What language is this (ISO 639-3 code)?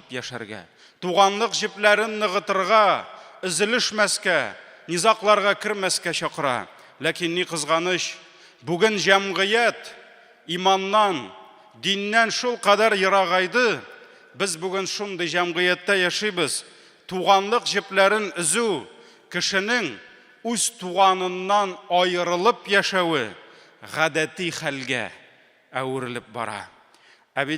tat